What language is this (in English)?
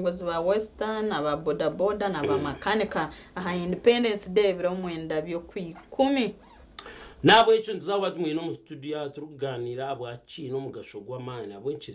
Nyankole